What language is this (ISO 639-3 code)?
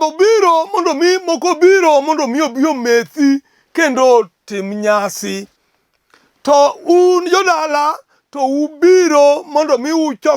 luo